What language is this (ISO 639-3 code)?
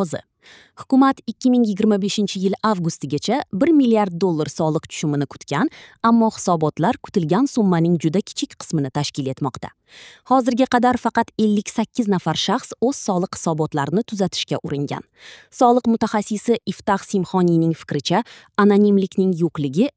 uzb